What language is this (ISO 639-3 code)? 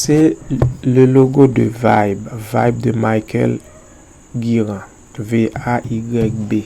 hat